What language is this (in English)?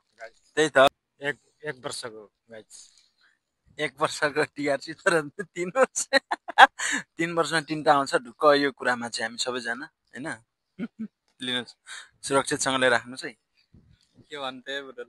Nepali